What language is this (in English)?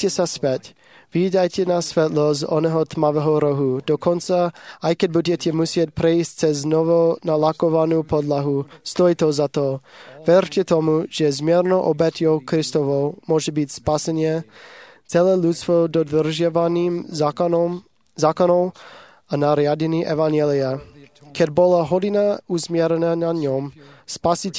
Slovak